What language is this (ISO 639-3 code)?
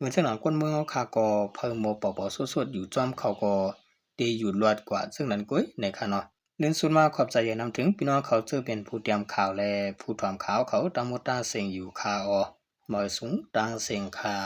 shn